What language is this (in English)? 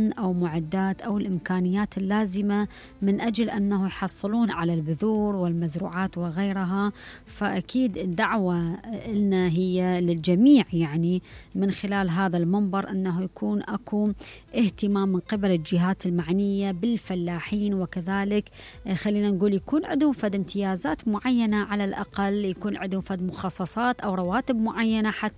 Mesopotamian Arabic